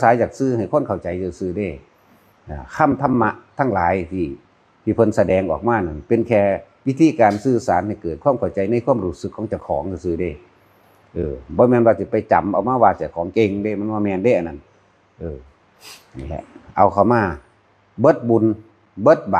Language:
Northeastern Thai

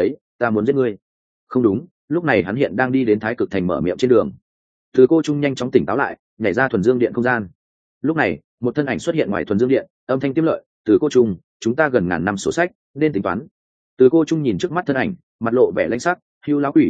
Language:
Vietnamese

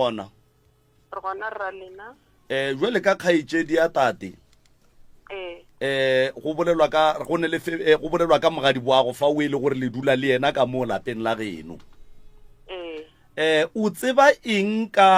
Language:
Northern Sotho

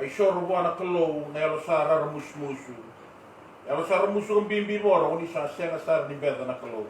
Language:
Fijian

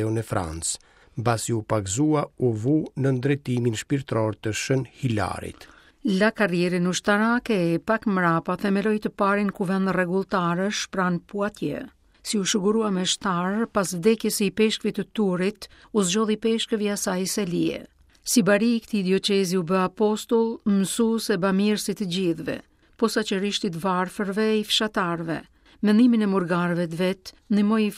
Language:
Albanian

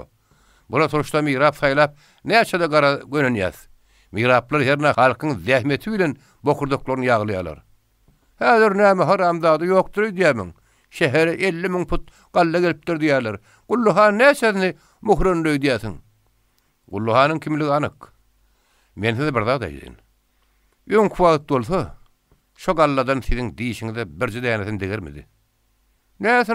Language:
Turkmen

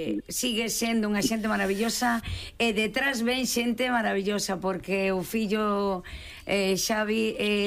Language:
Galician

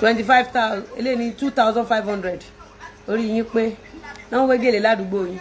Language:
Yoruba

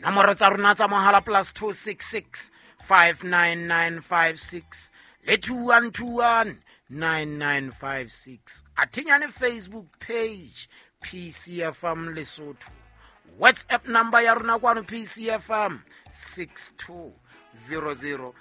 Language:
Southern Sotho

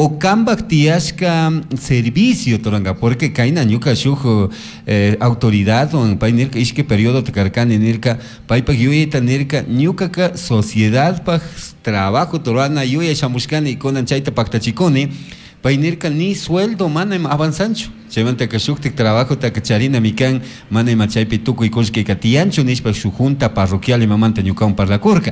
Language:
Chimborazo Highland Quichua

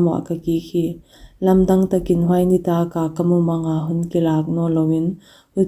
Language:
Paite Chin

